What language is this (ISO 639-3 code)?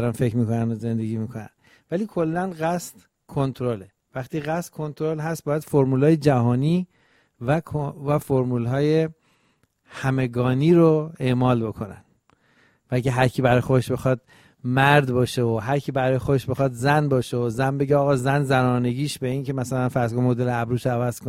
fas